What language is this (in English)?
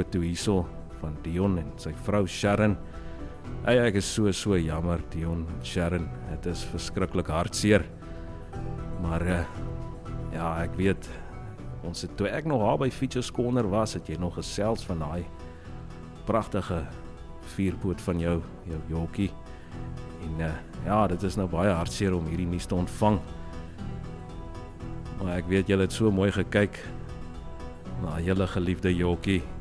Afrikaans